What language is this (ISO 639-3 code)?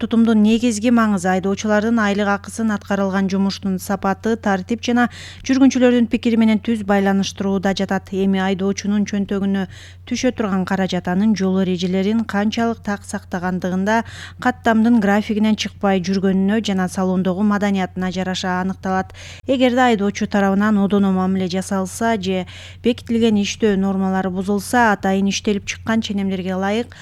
kir